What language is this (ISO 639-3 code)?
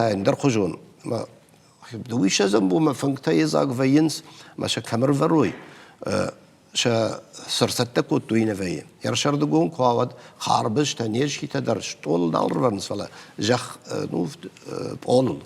oss